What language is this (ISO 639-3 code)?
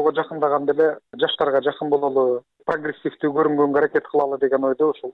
kir